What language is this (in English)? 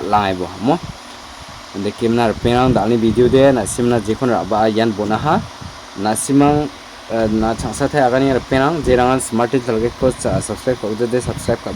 Garo